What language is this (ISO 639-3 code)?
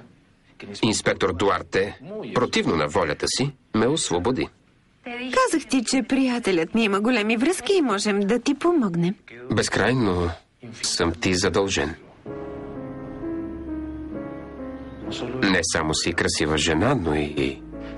bul